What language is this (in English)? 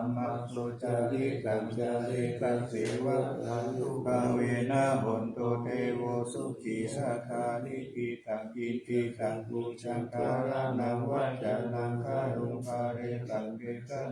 Pali